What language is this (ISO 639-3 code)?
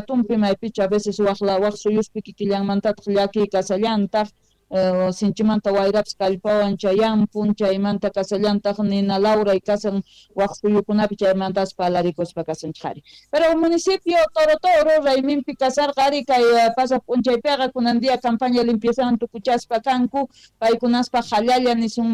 quh